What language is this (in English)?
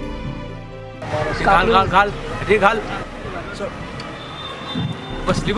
Marathi